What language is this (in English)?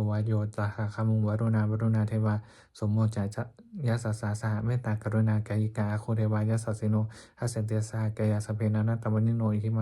Pali